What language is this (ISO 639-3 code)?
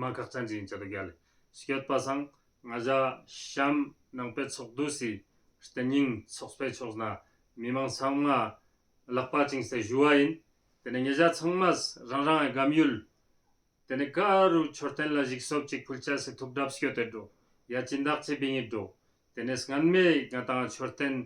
lbj